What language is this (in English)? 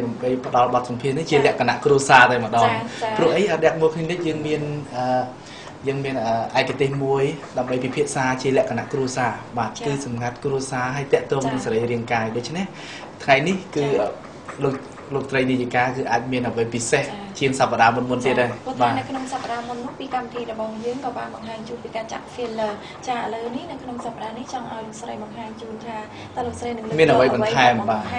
Khmer